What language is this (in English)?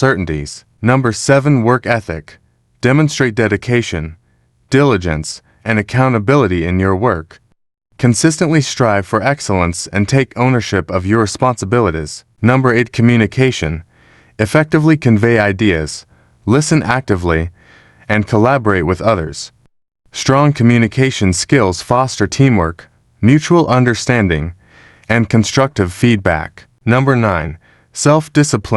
English